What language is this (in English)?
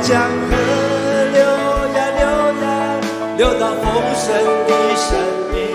Chinese